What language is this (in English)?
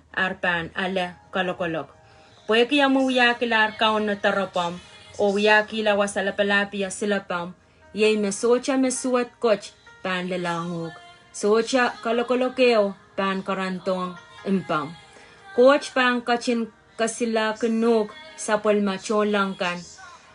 Pohnpeian